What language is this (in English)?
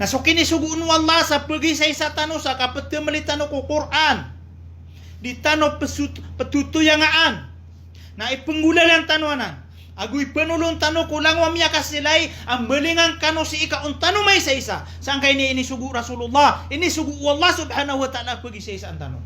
Maranao